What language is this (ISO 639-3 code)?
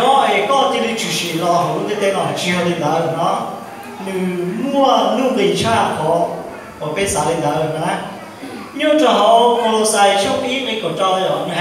hmn